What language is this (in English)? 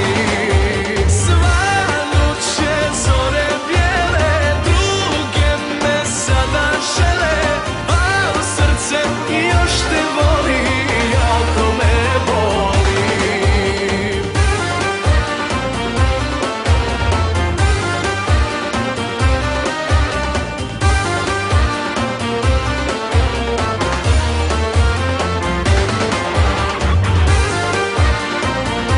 Croatian